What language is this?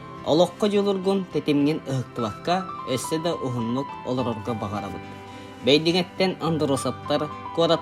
Yakut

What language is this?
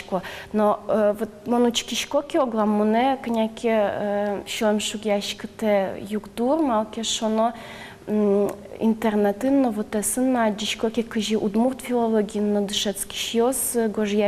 Udmurt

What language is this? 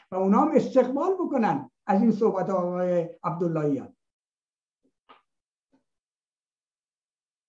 Persian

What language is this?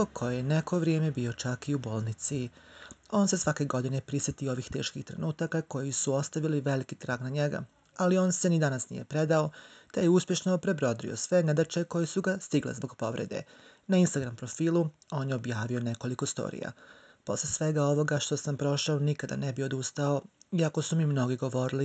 Croatian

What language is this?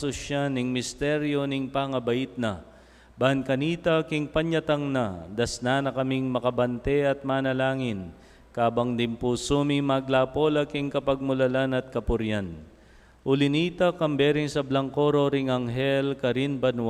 Pampanga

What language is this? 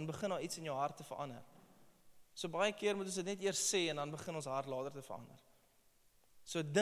Afrikaans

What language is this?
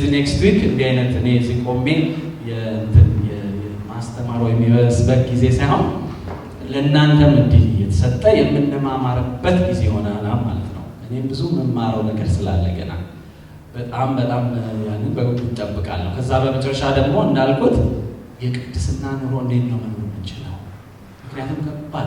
Amharic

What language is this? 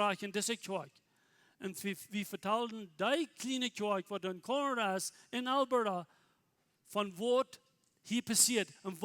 Plautdietsch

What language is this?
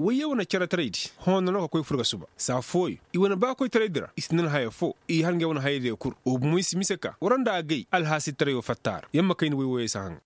Koyraboro Senni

